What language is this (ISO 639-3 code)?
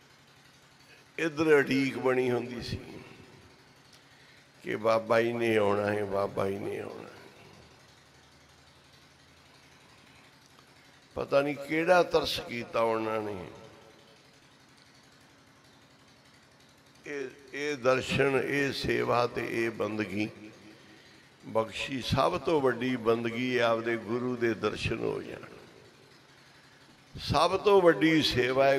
pan